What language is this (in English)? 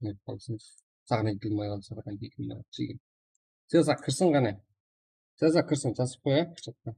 Kara-Kalpak